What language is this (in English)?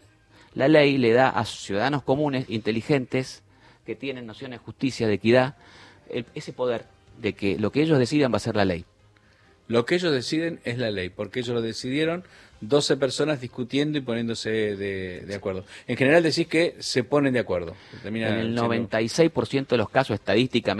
Spanish